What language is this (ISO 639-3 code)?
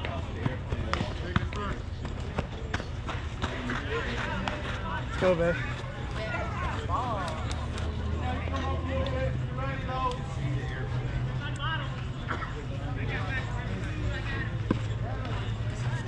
eng